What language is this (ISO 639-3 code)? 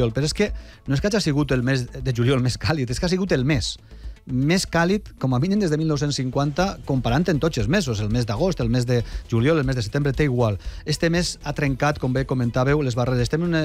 cat